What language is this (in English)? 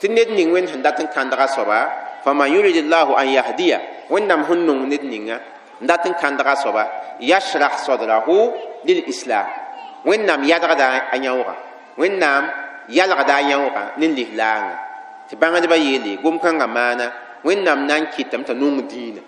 Mossi